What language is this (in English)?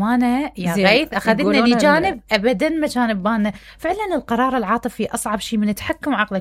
Mesopotamian Arabic